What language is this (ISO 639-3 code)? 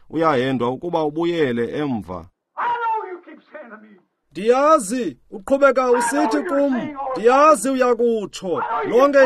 xho